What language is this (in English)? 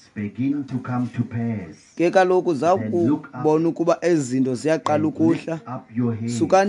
Xhosa